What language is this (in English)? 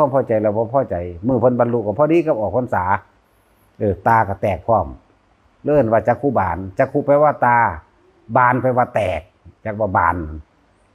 Lao